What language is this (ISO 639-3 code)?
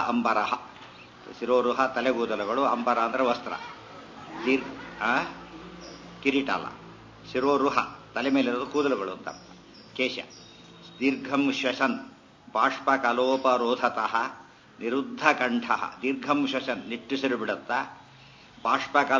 kan